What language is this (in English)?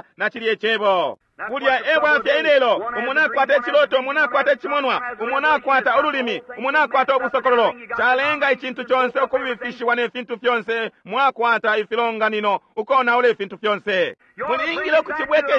Bemba